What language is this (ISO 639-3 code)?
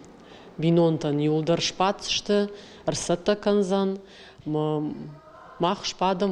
oss